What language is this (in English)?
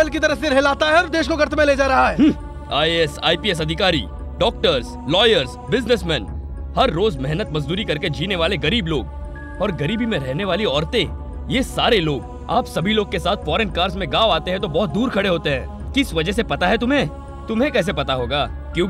Hindi